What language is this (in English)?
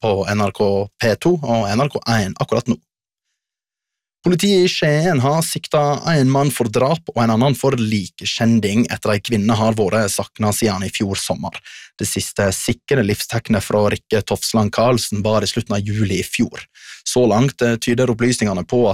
Norwegian